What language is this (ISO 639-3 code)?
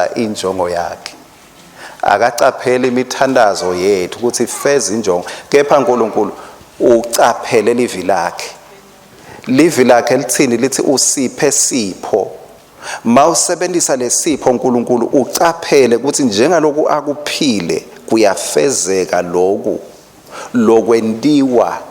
ssw